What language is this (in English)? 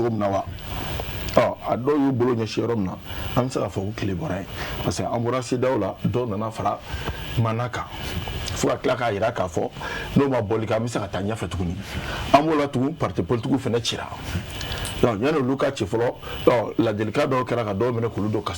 Bambara